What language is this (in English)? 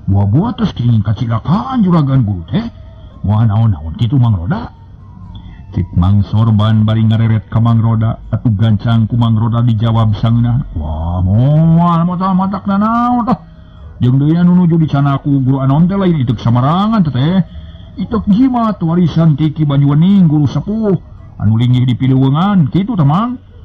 Sundanese